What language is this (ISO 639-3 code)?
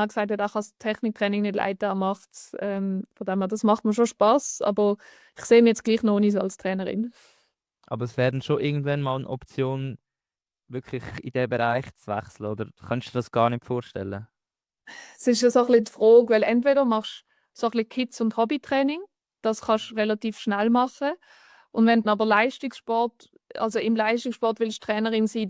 gsw